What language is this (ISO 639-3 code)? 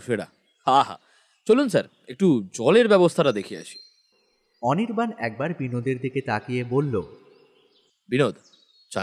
ben